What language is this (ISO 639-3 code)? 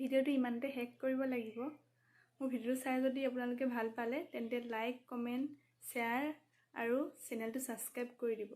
asm